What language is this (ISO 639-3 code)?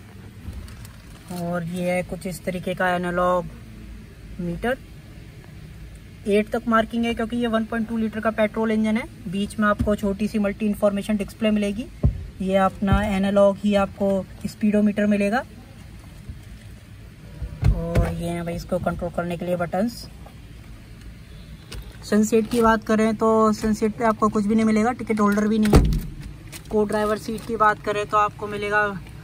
hin